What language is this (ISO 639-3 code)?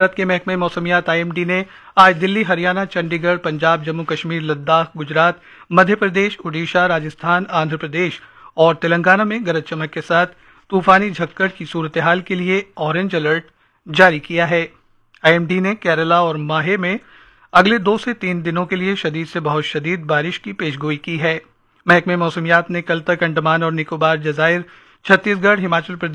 urd